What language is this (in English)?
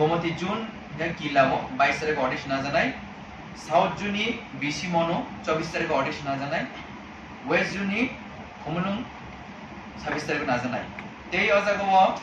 Kok Borok